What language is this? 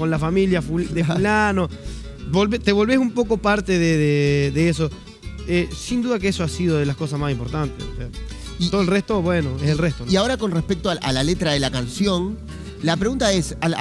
Spanish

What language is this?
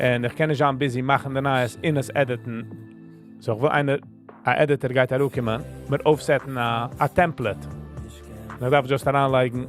Yiddish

